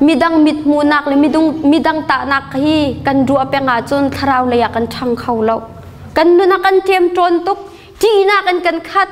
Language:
Hakha Chin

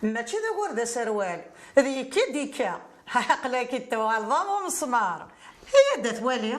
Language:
Kabyle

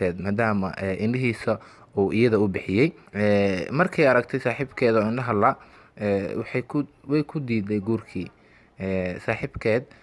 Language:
Somali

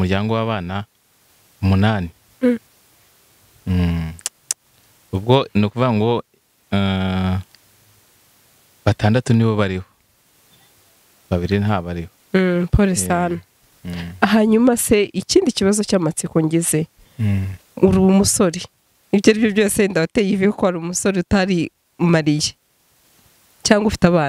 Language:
Kinyarwanda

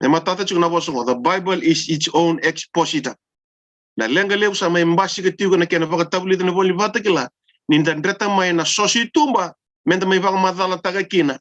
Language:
Fijian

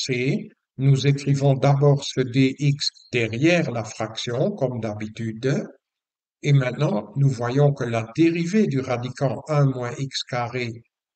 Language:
French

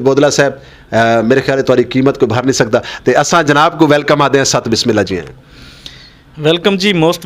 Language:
Western Panjabi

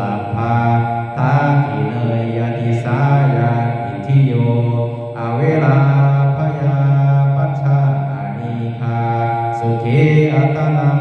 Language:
Pali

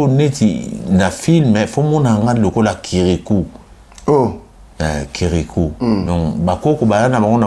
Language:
Lingala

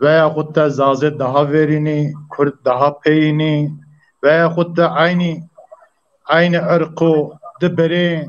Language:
Zaza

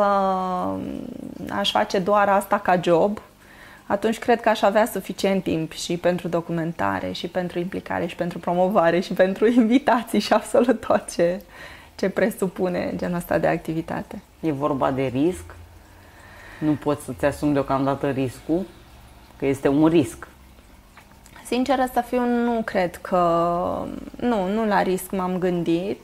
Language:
Romanian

